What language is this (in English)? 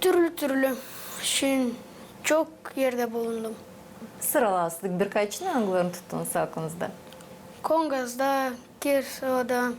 Gagauz